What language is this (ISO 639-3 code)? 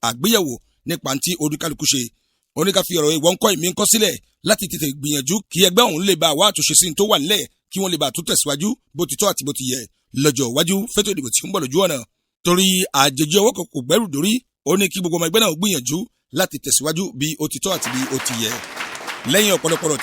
yor